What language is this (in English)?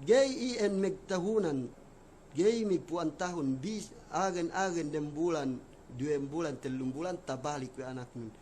Yakan